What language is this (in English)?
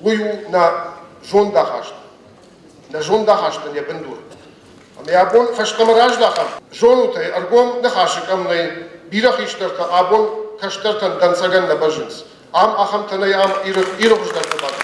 Ossetic